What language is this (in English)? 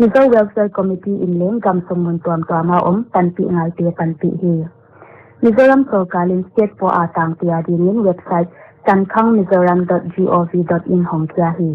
Paite Chin